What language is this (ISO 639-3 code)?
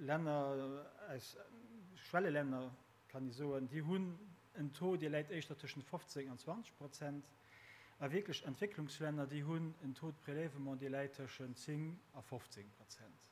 ltz